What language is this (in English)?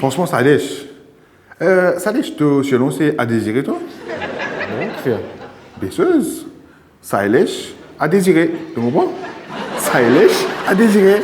Morisyen